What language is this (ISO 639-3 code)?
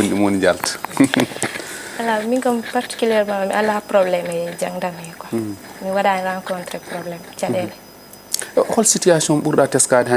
ful